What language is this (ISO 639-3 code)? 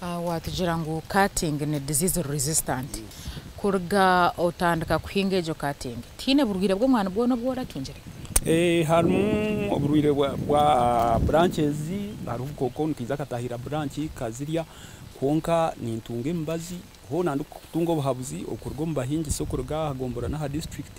nyn